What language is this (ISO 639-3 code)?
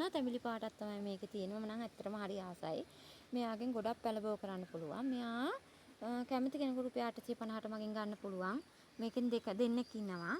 sin